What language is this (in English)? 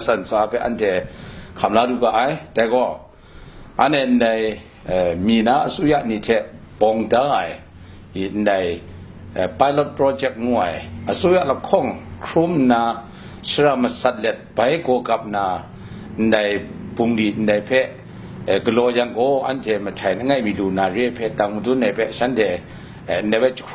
Kachin